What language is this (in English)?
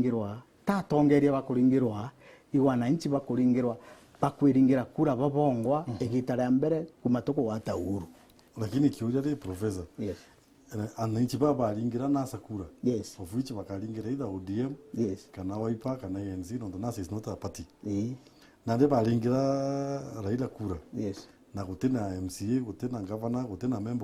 Meru